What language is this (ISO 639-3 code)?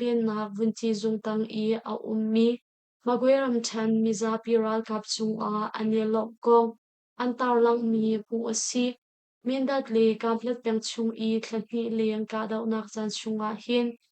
cnh